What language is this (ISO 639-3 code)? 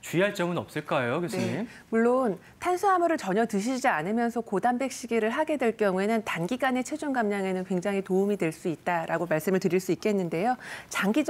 kor